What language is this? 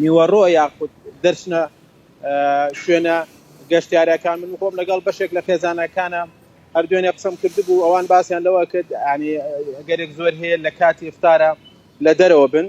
Central Kurdish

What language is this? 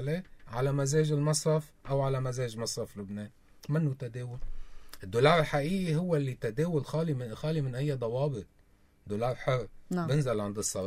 North Levantine Arabic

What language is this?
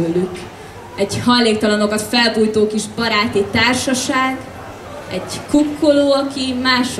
Hungarian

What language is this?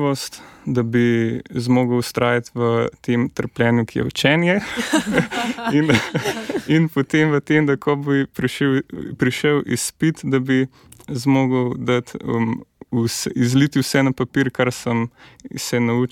Slovenian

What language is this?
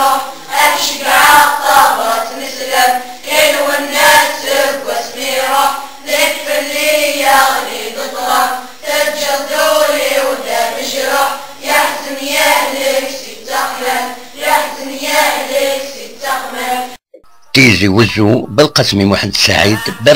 Kabyle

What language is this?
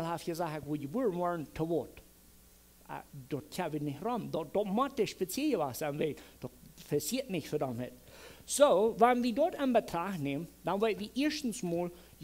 Plautdietsch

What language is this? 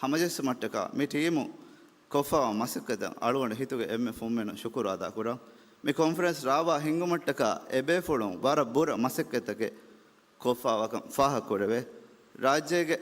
Divehi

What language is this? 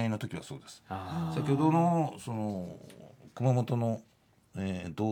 Japanese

